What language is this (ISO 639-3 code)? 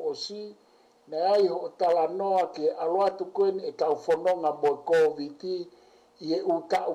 ton